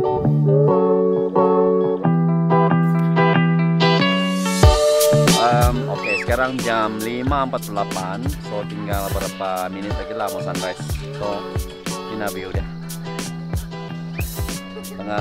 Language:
Malay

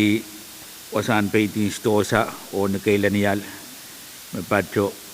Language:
Pohnpeian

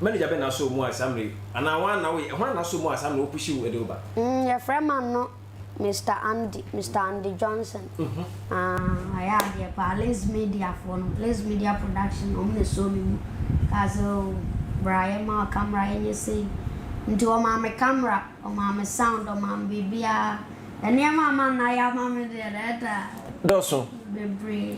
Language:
Akan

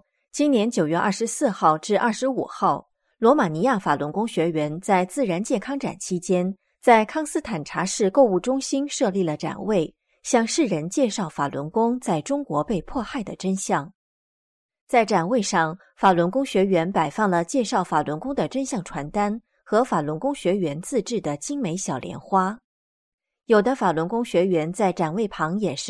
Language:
Chinese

